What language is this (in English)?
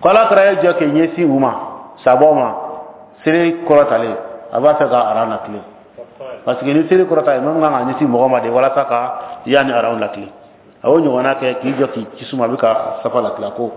Bambara